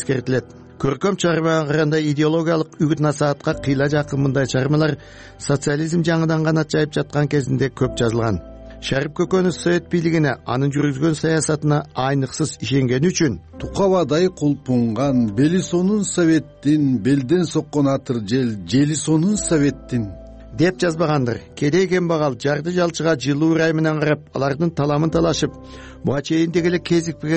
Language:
Kyrgyz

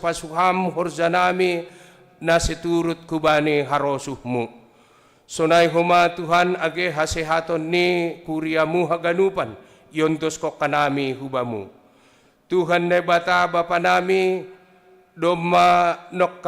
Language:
Batak Simalungun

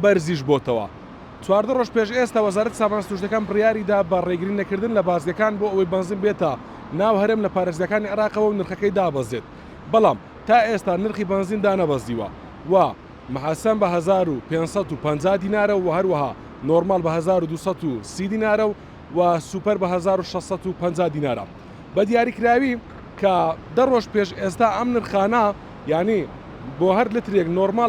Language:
Central Kurdish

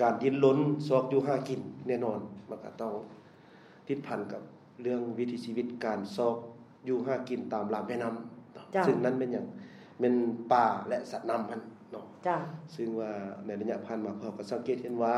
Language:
Lao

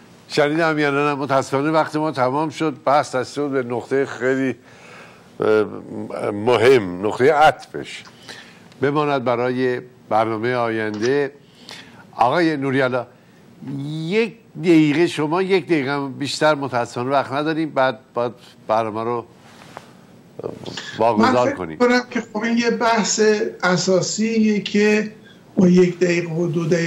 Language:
Persian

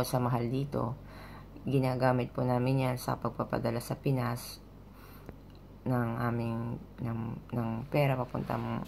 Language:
Filipino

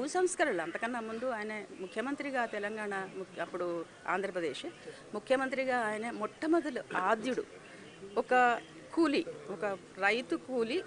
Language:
Telugu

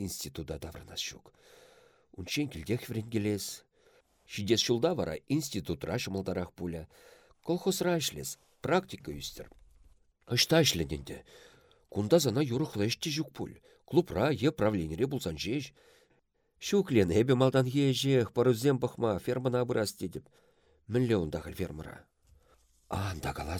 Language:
Chuvash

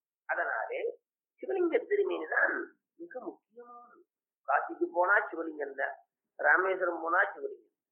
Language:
Tamil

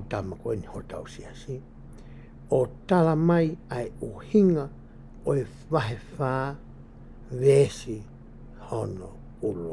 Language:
Tongan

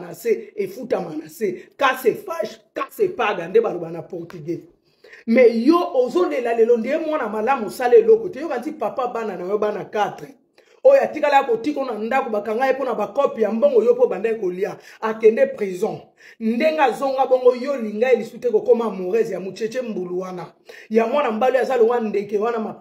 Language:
Lingala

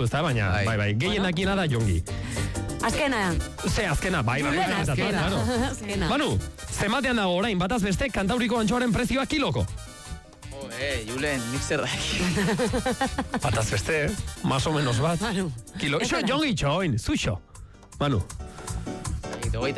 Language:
Basque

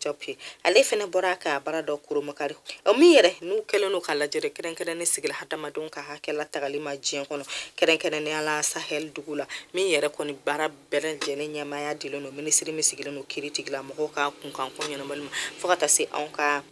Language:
Bambara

